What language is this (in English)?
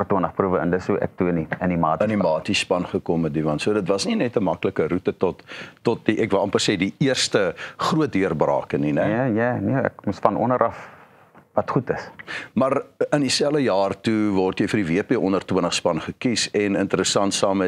Afrikaans